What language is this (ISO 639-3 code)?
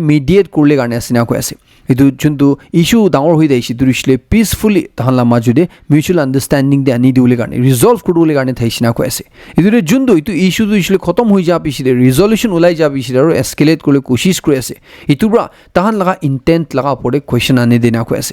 nag